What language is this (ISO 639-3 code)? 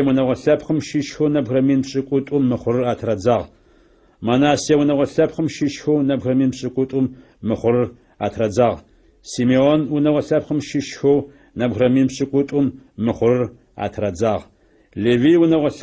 ady